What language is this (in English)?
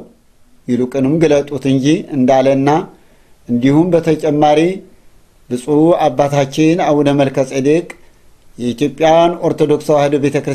Amharic